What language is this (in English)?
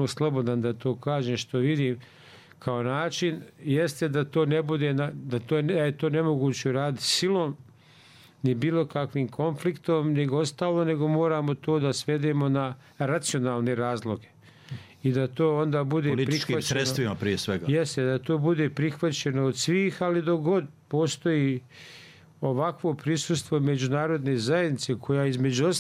Bosnian